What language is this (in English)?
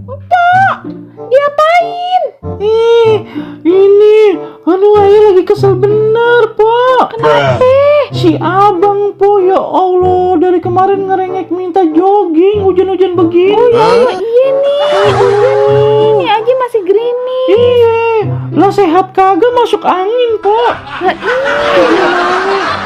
Betawi